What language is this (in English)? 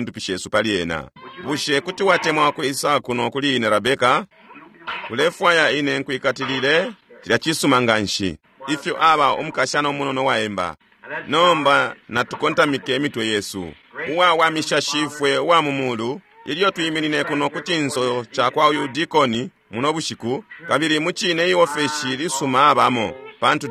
Bemba